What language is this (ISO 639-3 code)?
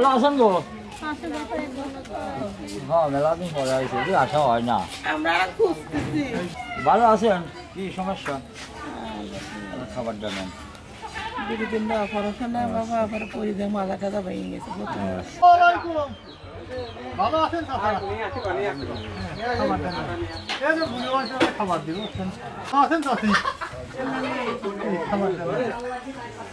ben